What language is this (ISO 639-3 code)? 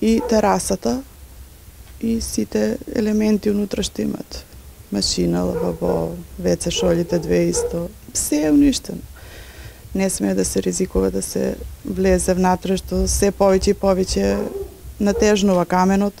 mkd